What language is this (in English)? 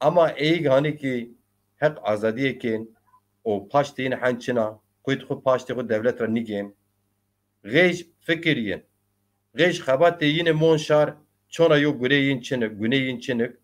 Zaza